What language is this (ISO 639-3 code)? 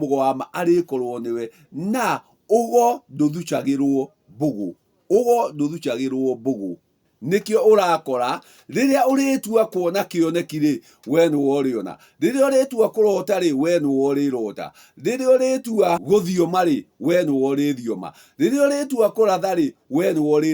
kik